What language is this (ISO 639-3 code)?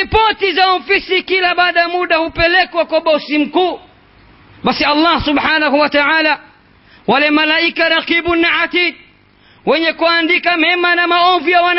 swa